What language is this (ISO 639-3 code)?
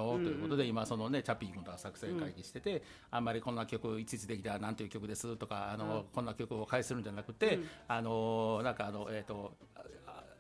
jpn